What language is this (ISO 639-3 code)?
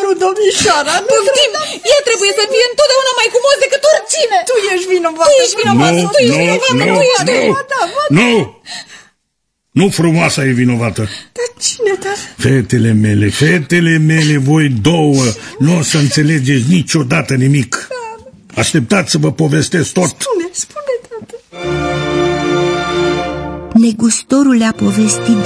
ron